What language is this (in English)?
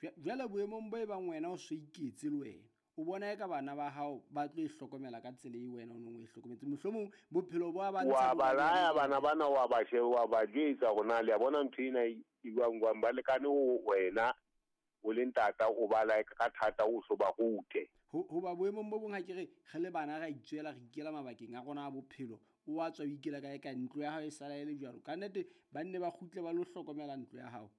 Southern Sotho